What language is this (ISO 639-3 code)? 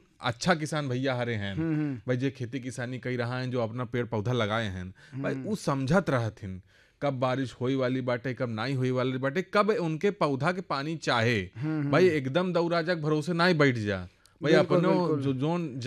bho